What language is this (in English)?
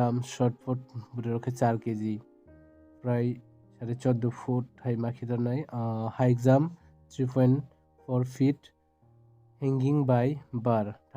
Kok Borok